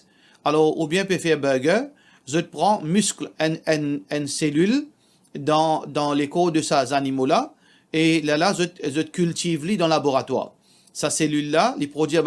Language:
Morisyen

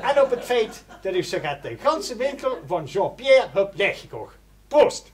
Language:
Limburgish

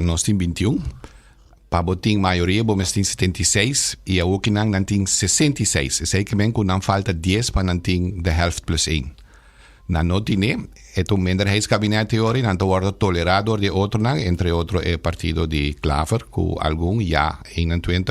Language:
Papiamento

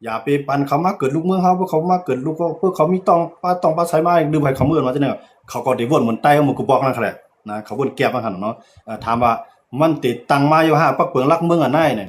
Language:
Shan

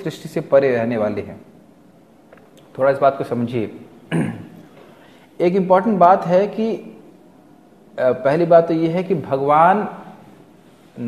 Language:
Hindi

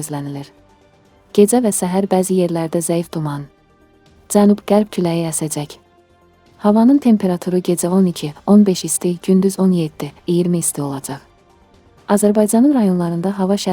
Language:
Azerbaijani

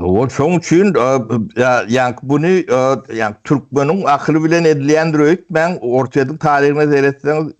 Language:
Turkmen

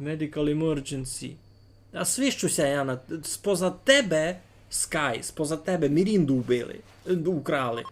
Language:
Rusyn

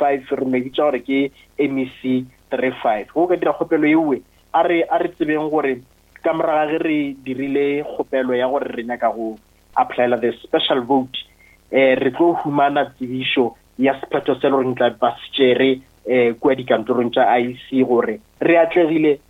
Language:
Northern Sotho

